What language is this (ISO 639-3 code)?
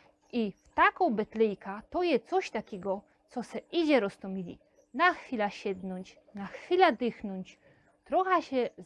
szl